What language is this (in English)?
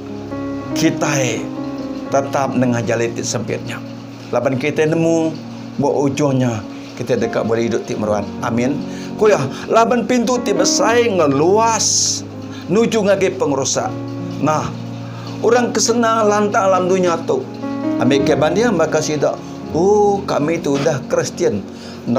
Iban